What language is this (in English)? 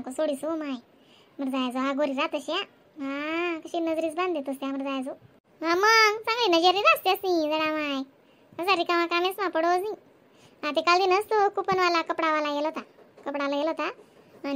Khandesi